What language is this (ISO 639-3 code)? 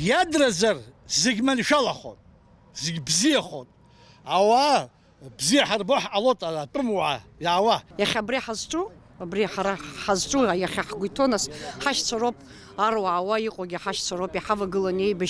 abk